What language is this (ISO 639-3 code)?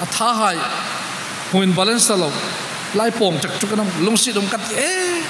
hmr